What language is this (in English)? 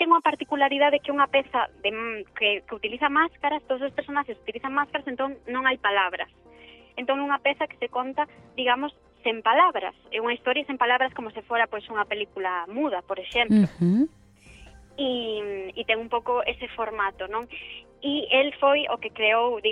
Galician